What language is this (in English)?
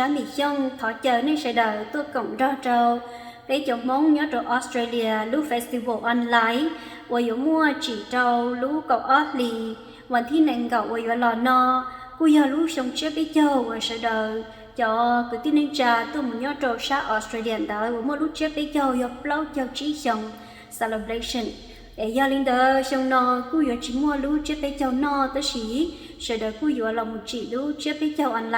Hmong